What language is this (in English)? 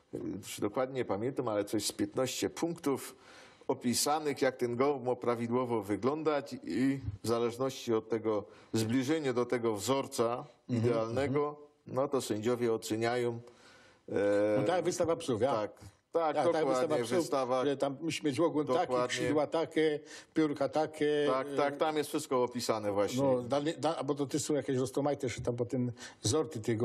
Silesian